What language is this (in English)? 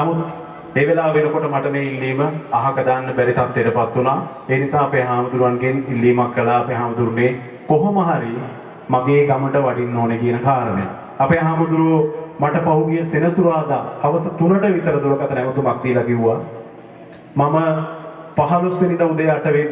Sinhala